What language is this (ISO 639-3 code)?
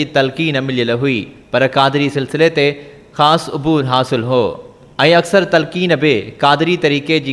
snd